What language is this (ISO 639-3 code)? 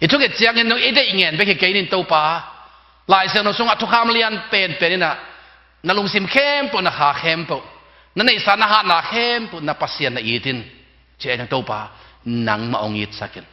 ctd